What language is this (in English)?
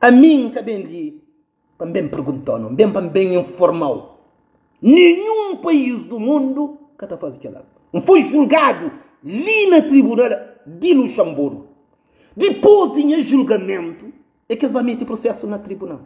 Kabuverdianu